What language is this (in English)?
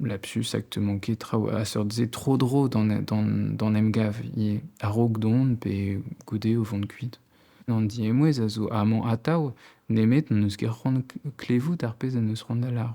Breton